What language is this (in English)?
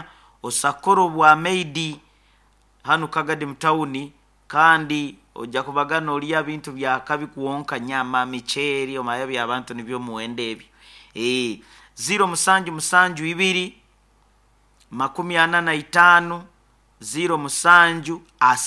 Nyoro